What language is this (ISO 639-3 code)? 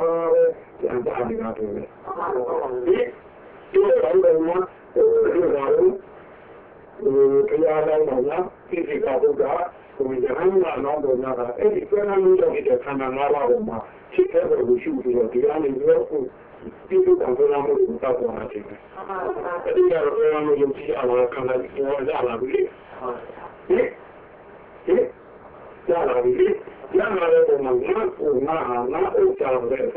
mya